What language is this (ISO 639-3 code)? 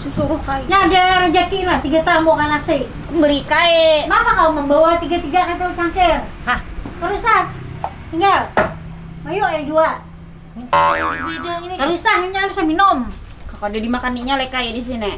bjn